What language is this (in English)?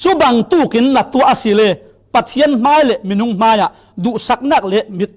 Falam Chin